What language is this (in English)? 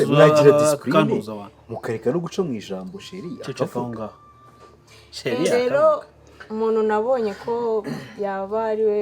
Kinyarwanda